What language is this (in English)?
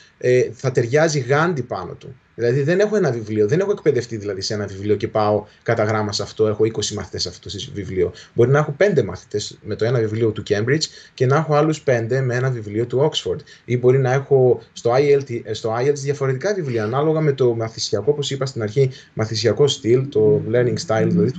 Greek